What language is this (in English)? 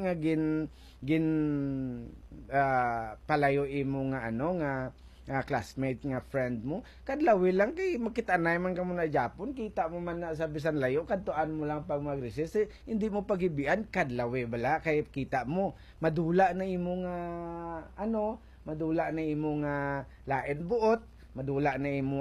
Hiligaynon